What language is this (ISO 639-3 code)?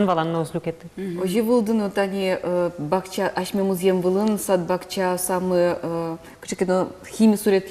udm